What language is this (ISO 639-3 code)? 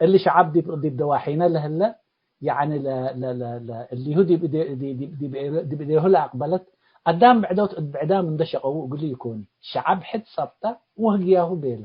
tig